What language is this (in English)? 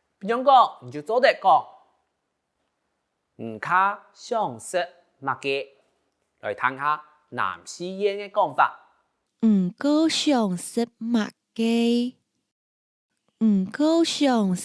Hakka Chinese